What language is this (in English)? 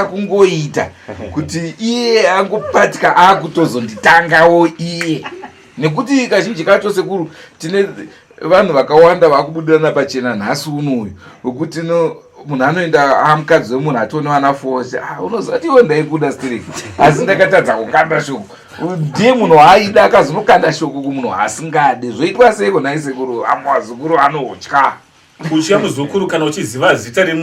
Shona